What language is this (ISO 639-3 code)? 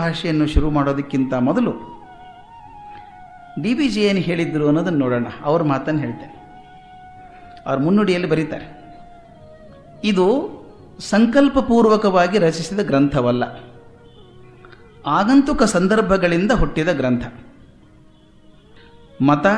kan